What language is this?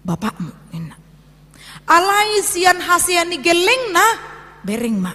Batak Toba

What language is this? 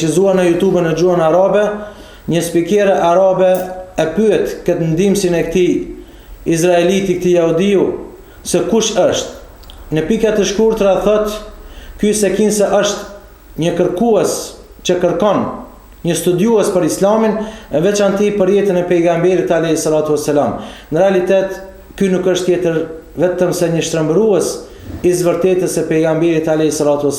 Albanian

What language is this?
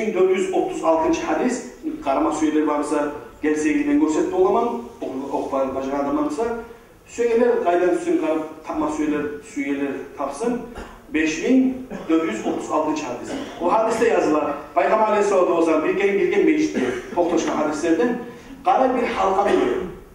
Kumyk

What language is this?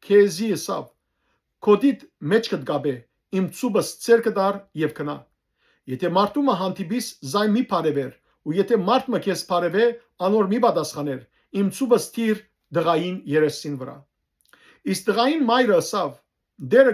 Western Armenian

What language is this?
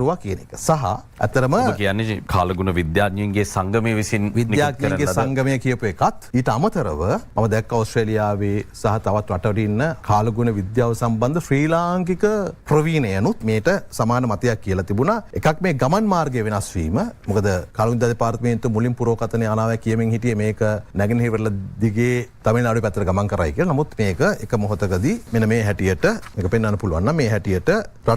Sinhala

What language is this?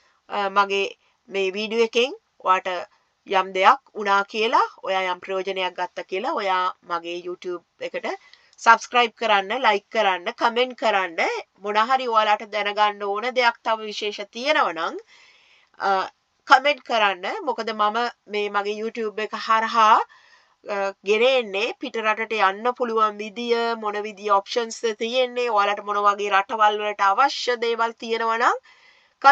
Sinhala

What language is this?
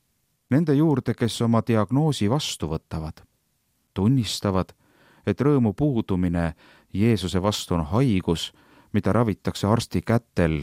Estonian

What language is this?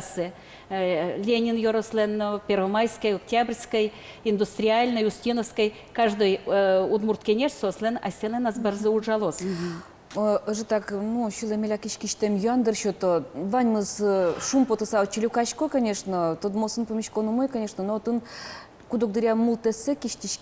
Udmurt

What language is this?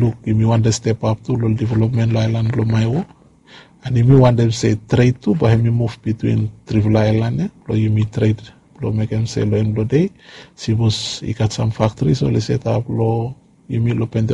Bislama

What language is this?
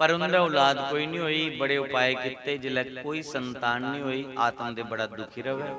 Dogri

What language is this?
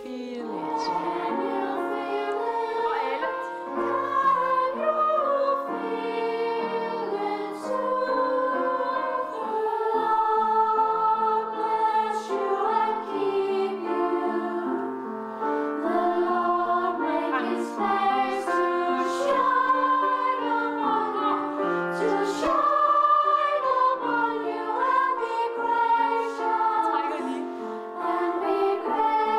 Danish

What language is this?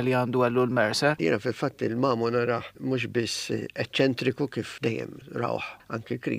Maltese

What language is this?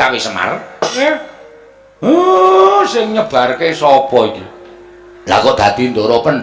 Javanese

